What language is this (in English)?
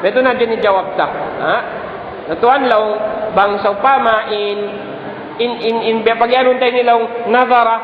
Tausug